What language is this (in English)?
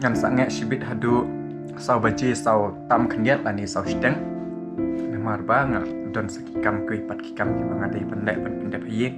Khasi